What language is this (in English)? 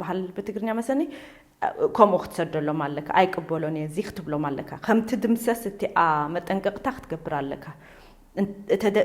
Tigrinya